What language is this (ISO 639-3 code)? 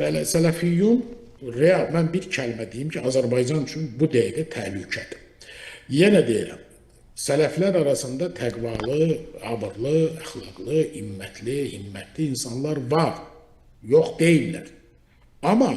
aze